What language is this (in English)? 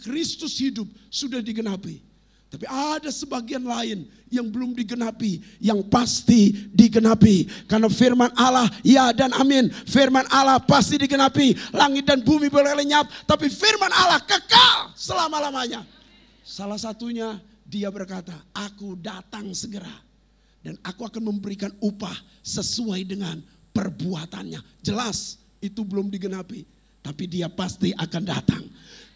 Indonesian